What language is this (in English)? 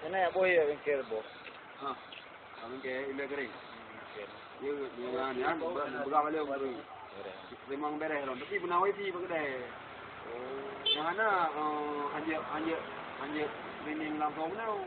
Achinese